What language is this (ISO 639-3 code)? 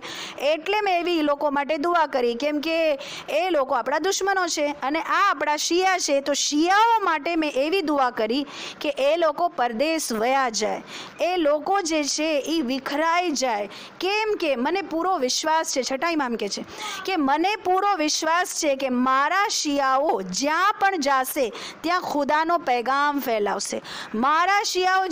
guj